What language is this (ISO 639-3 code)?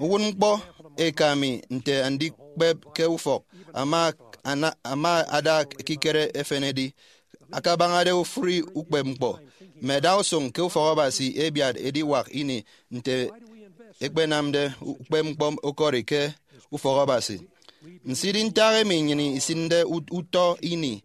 efi